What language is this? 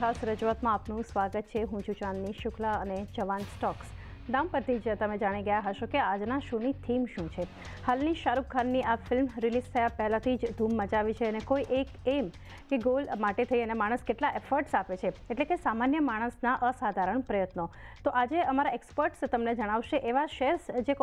Gujarati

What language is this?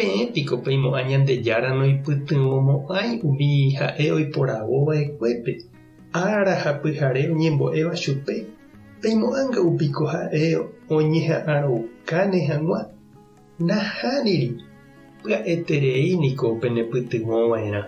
Guarani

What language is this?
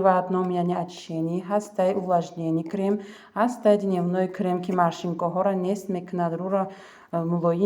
Tajik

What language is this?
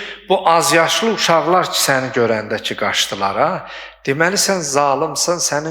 Azerbaijani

